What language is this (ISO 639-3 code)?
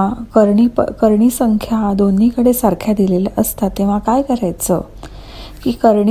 mar